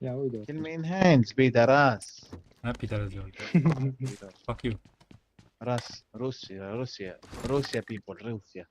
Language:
Kara-Kalpak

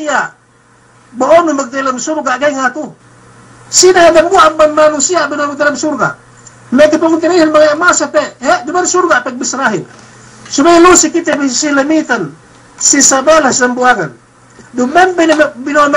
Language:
Yakan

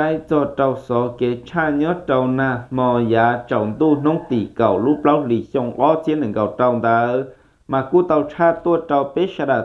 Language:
Hmong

